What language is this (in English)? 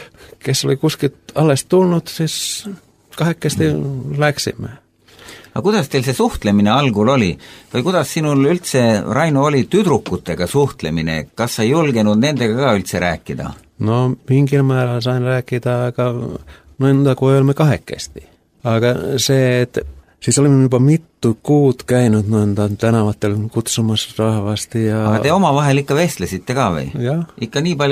Estonian